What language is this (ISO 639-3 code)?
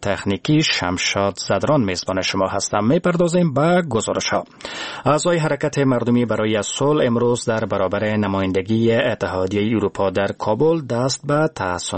fas